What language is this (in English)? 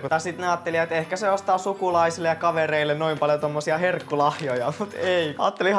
Finnish